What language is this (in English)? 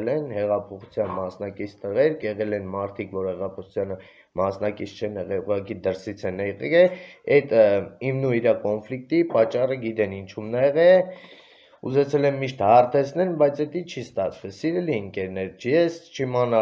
Armenian